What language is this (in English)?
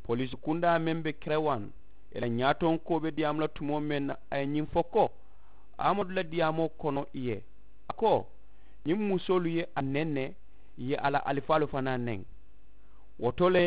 Mandingo